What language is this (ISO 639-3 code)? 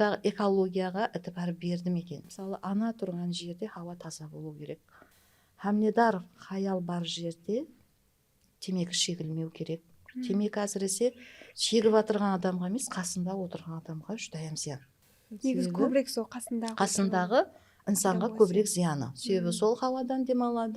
kaa